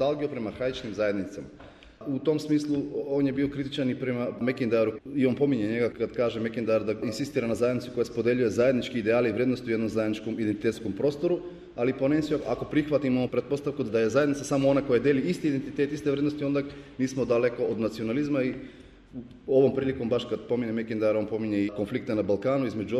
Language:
Serbian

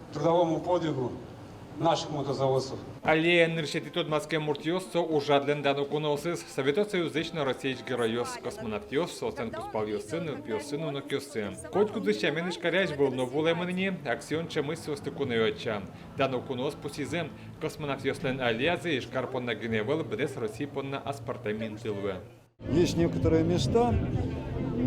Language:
Udmurt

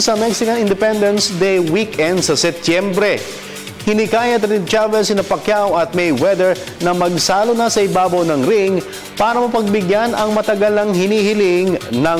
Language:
Filipino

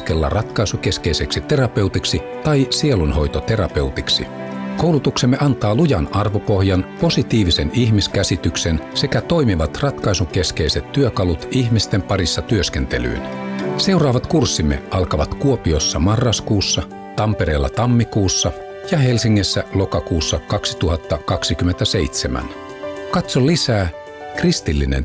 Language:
Finnish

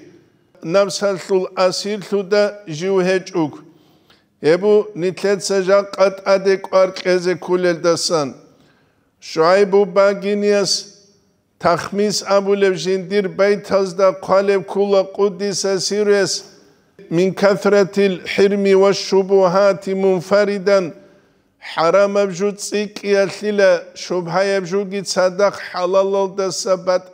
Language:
Avaric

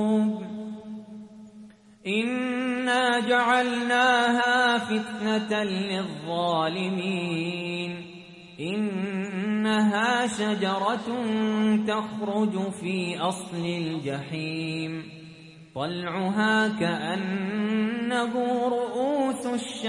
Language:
Arabic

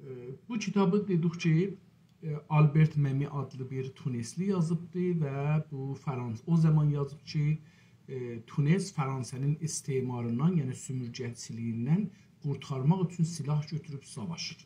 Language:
South Azerbaijani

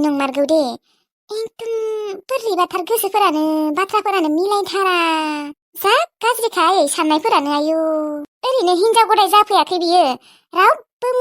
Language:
Bodo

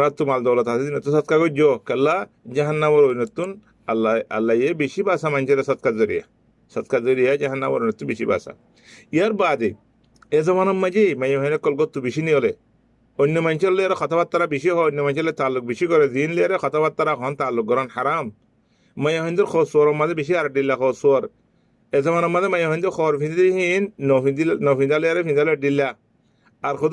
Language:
Rohingya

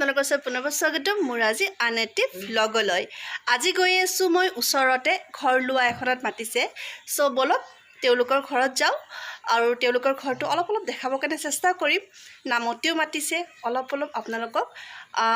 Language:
Assamese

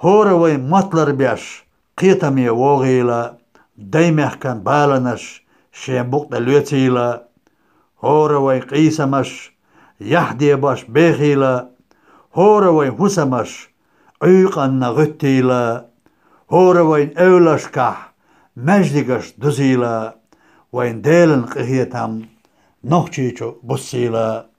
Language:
Chechen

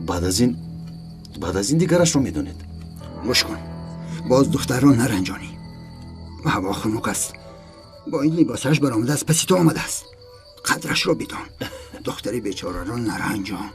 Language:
Tajik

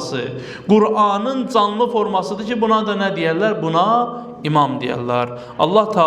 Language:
Azerbaijani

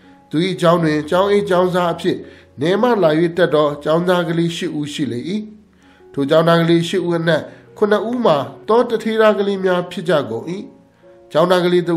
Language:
Burmese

